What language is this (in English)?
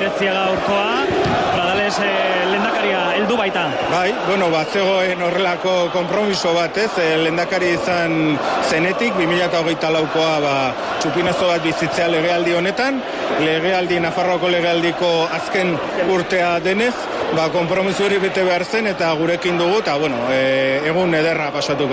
Basque